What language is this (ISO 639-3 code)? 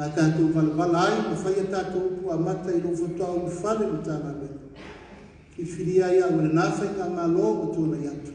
smo